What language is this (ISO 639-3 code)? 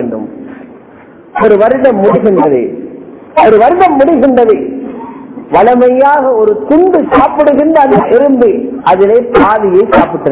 tam